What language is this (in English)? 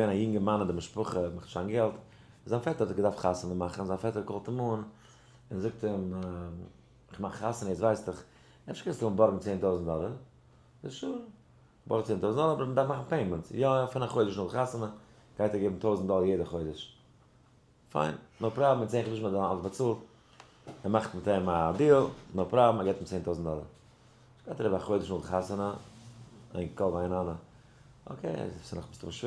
Yiddish